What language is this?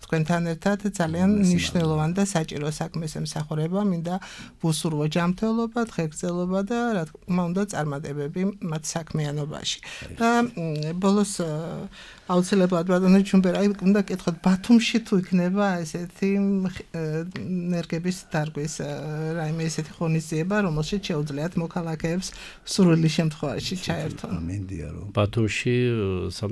Georgian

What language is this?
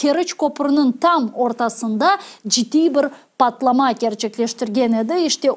Crimean Tatar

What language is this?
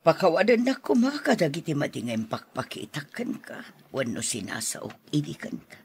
Iloko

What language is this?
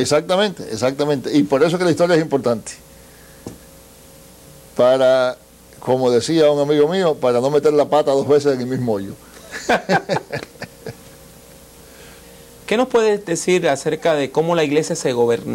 Spanish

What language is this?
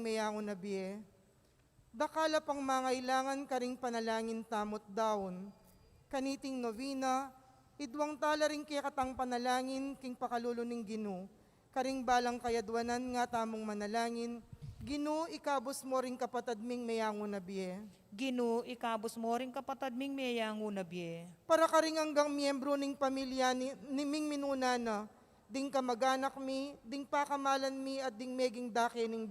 Pampanga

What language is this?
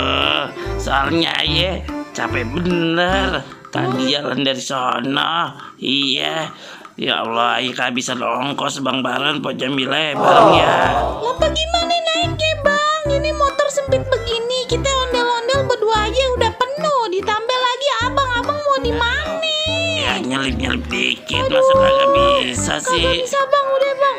Betawi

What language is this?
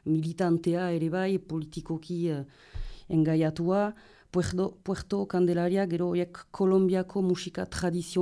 Basque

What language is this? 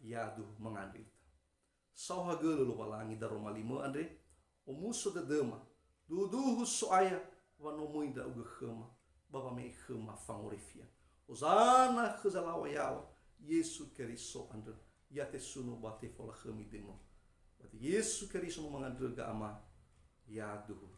Nias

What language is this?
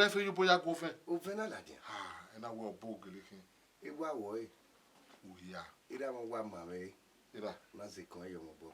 Bini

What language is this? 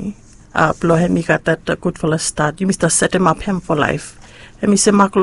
Bislama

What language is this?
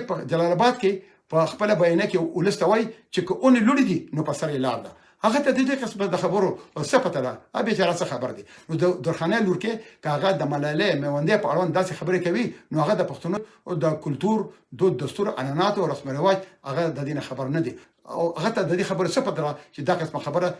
Pashto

